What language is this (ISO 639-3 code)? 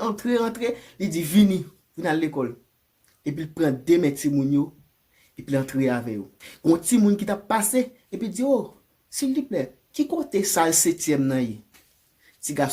hat